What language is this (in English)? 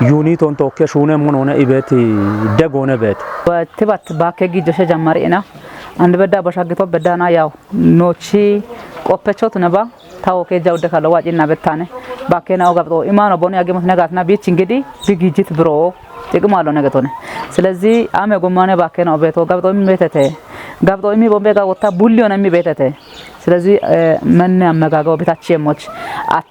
Kafa